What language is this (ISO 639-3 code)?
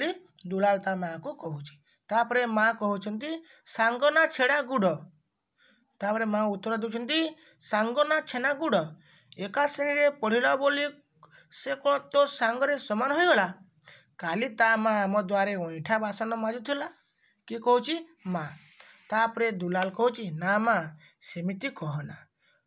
ori